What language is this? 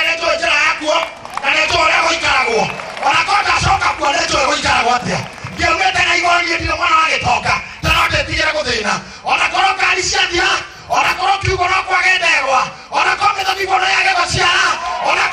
Kikuyu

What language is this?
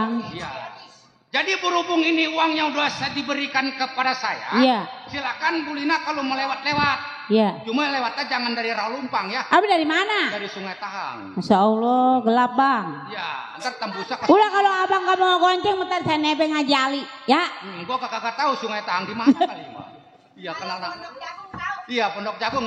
Betawi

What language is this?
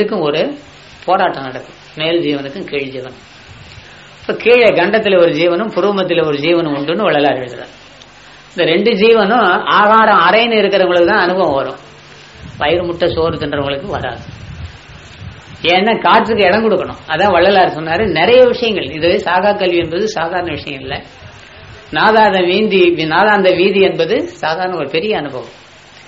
Tamil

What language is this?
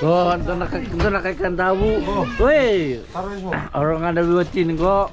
Fijian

